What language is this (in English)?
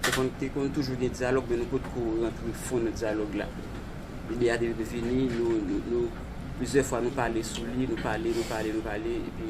Haitian Creole